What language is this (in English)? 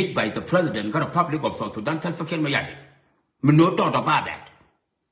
Nuer